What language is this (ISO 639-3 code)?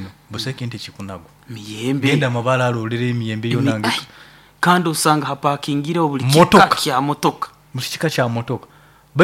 nyo